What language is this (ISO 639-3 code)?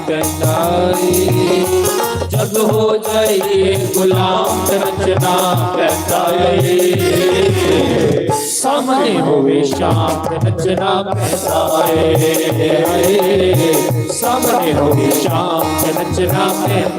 doi